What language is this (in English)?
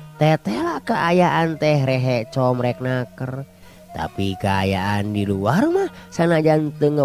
Sundanese